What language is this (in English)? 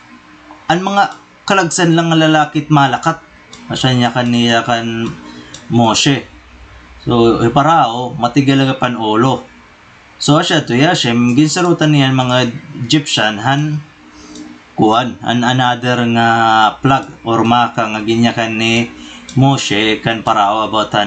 Waray